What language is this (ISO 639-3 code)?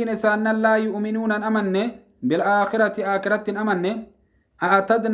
orm